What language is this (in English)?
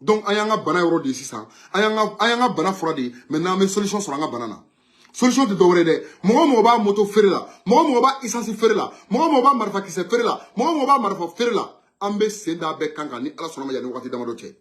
Bambara